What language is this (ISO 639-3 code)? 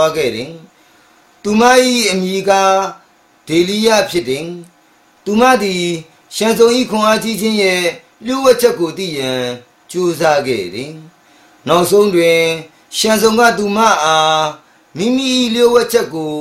mya